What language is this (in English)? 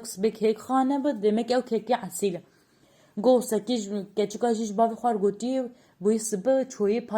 Kurdish